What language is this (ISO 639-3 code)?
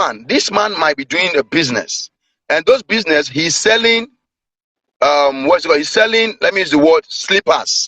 ibo